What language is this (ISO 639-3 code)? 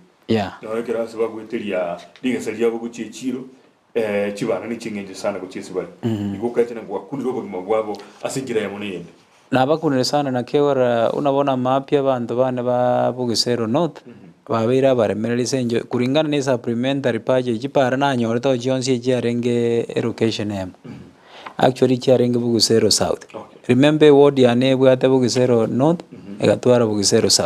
guz